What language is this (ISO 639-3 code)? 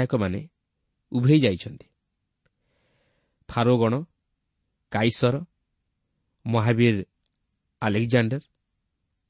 ori